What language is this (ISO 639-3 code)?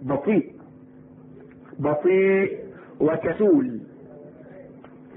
arz